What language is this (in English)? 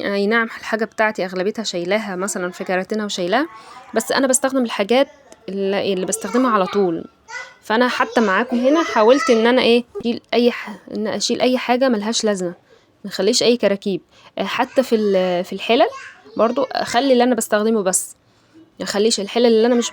Egyptian Arabic